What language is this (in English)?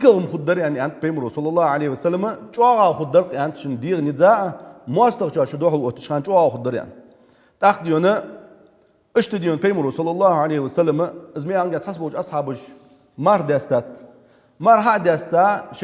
Ingush